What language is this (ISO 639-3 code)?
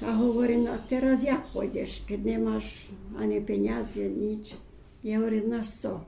rue